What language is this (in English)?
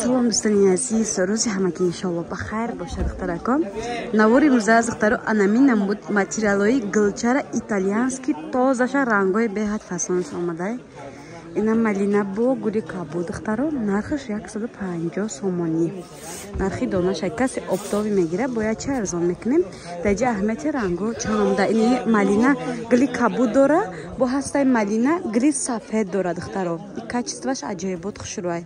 Tajik